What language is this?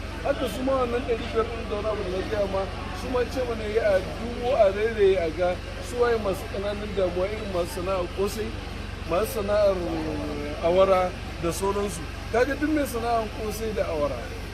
Hausa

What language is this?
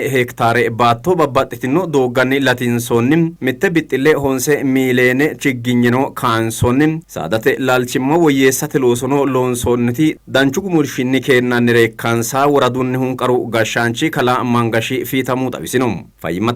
Sidamo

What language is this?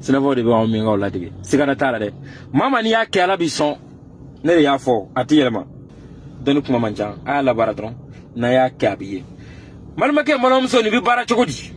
Bambara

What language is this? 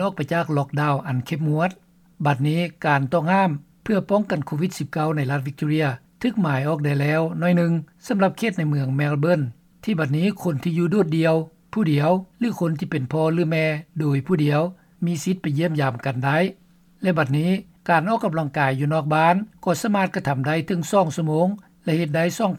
Lao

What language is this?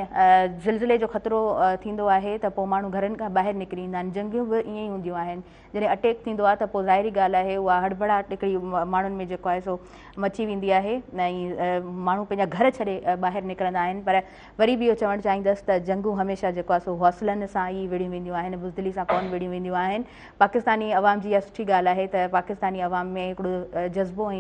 Sindhi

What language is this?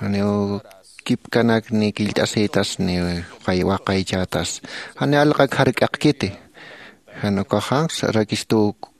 Aymara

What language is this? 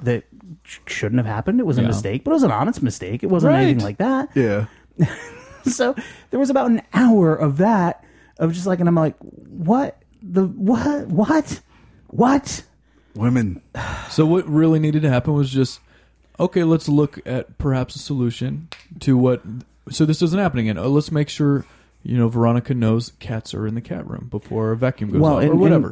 English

